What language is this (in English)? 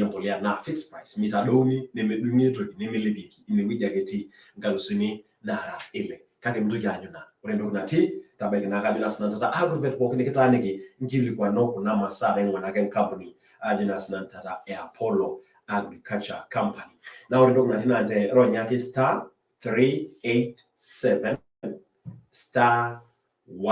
Masai